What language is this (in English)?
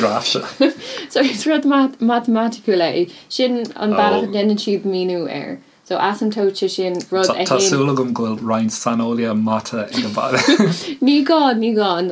Irish